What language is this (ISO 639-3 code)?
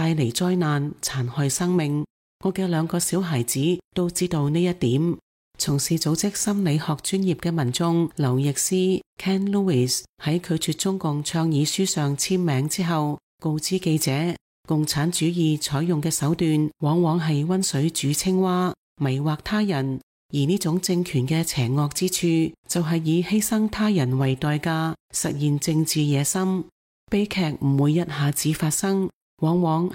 yue